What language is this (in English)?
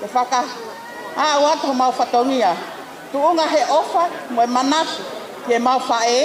Tongan